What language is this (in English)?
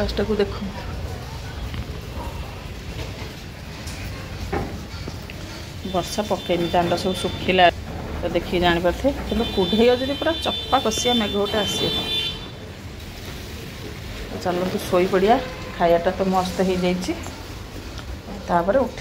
Odia